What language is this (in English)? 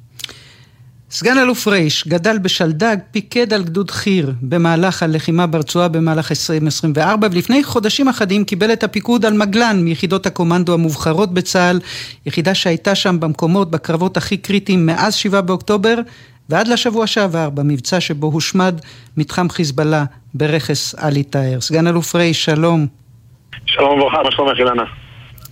Hebrew